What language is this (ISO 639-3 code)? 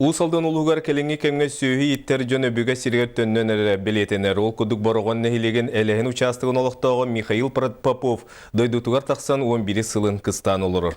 sah